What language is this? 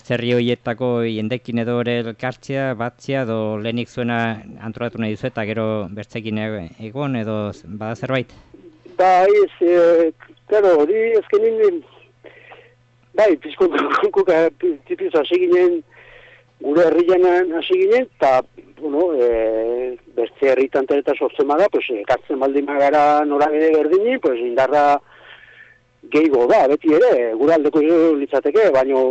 Basque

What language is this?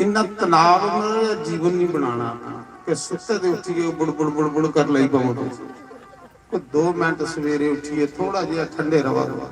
Dogri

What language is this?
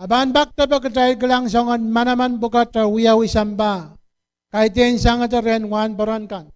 Pohnpeian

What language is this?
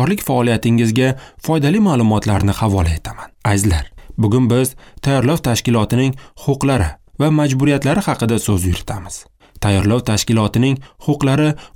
Uzbek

